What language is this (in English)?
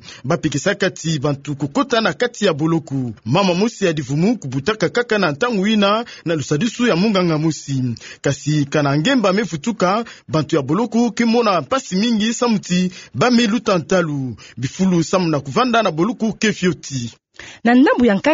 Kituba (Democratic Republic of Congo)